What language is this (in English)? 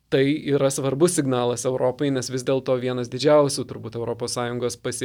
Lithuanian